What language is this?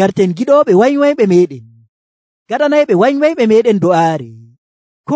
Nigerian Fulfulde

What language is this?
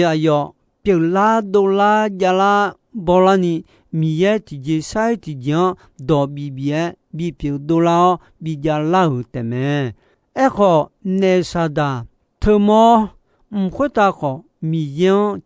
Akha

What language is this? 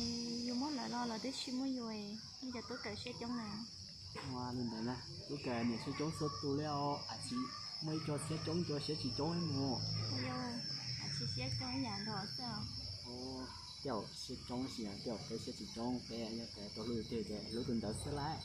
Hmong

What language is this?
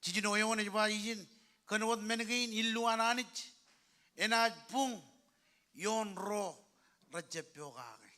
Marshallese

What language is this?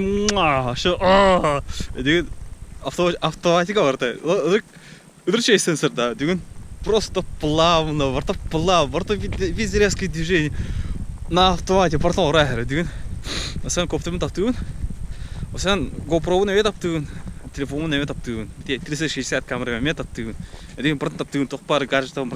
Yakut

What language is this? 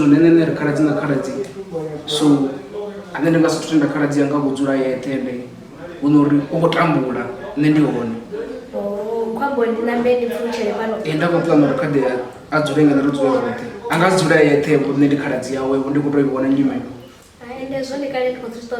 Venda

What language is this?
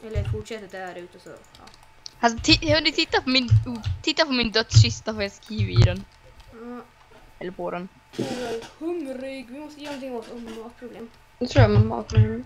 Swedish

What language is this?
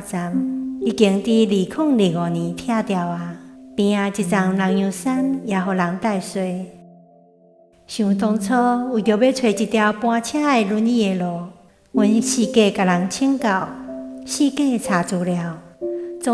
Min Nan Chinese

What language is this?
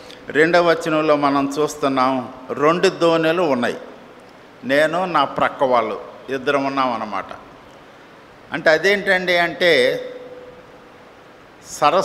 Telugu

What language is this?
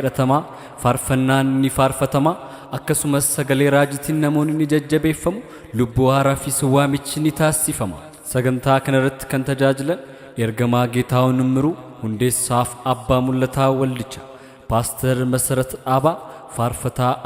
Oromo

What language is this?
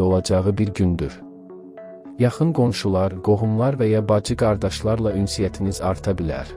Azerbaijani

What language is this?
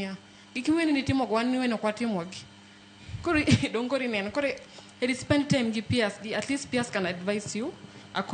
Luo (Kenya and Tanzania)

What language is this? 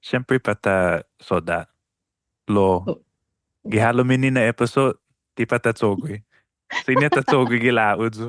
Chamorro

